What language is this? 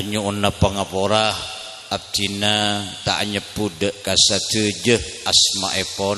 Madurese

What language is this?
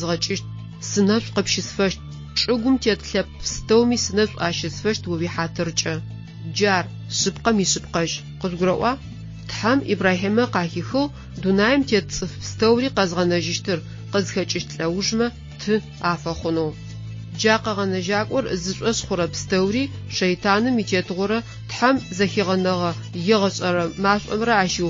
Adyghe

